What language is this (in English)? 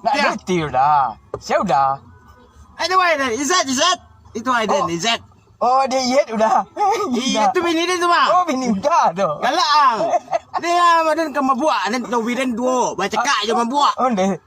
Minangkabau